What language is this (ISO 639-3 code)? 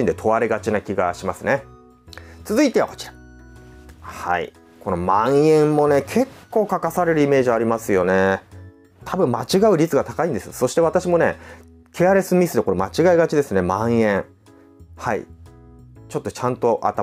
jpn